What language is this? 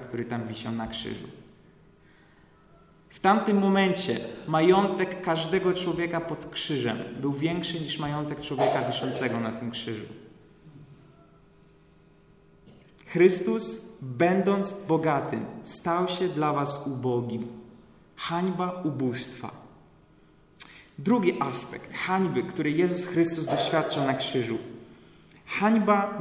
Polish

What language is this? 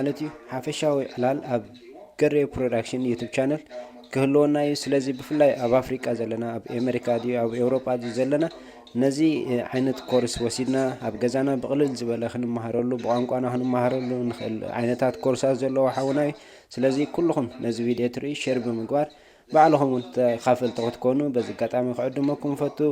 Tigrinya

